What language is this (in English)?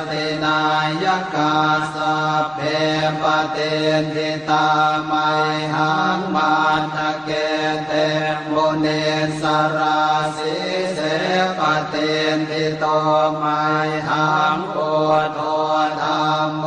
Pali